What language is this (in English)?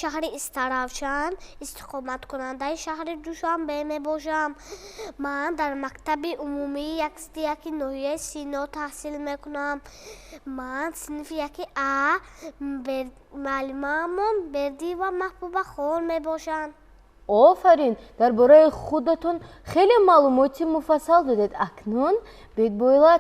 Tajik